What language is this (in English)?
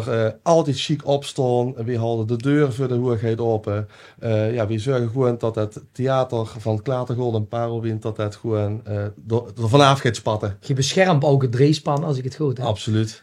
Limburgish